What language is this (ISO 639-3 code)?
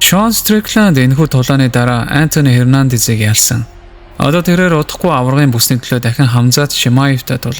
mon